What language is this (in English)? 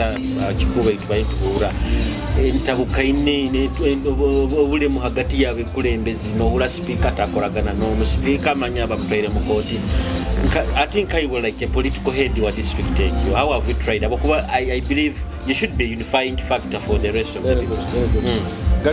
Nyoro